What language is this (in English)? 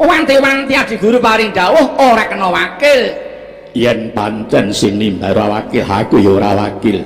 Javanese